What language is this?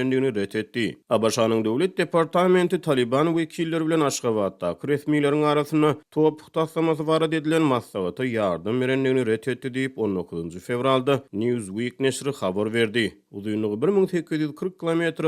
Turkmen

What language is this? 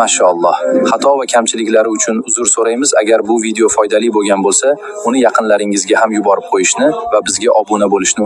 Uzbek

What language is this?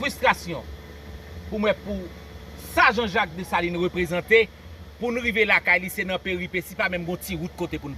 Haitian Creole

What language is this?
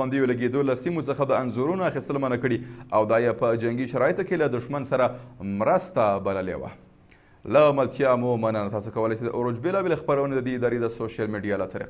Pashto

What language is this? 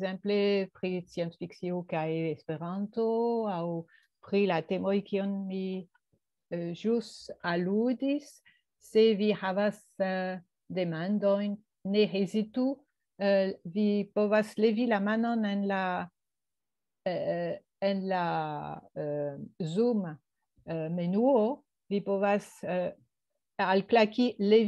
Esperanto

